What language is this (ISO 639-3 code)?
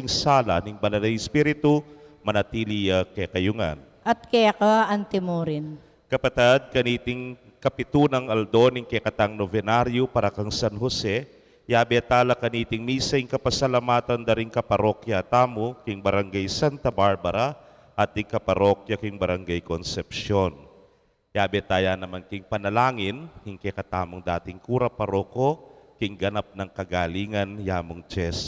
pam